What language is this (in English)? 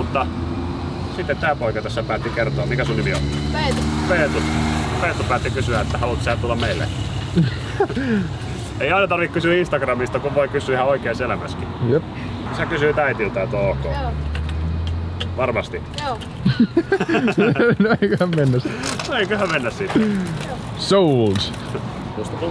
Finnish